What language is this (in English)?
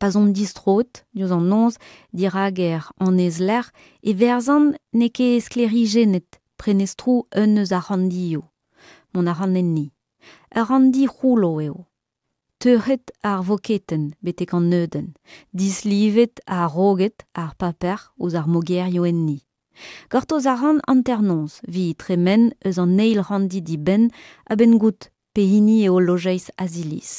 Breton